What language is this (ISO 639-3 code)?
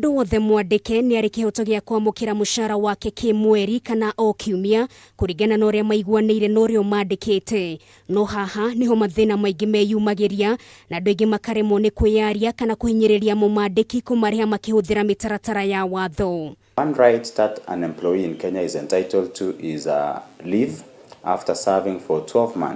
kik